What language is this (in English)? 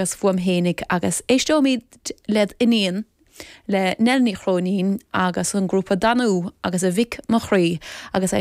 Irish